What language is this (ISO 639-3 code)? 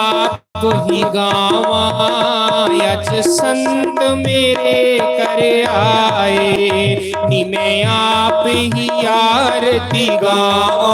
doi